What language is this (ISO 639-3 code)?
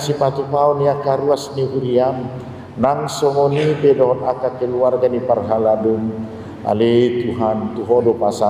bbc